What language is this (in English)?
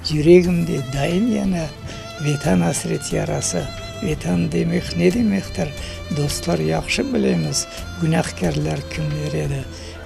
Crimean Tatar